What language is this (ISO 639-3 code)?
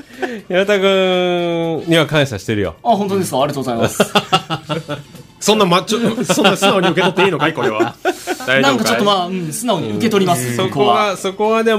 jpn